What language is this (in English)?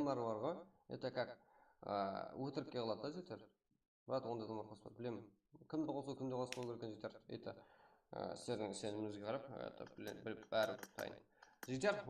Kara-Kalpak